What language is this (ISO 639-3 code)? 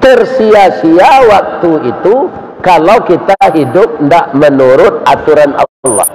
min